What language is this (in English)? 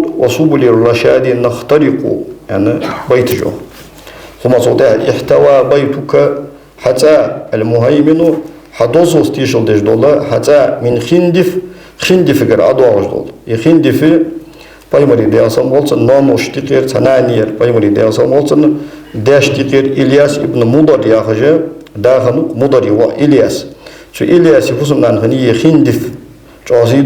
Ingush